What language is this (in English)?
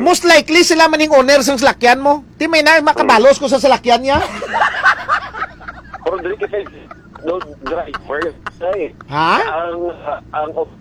Hiligaynon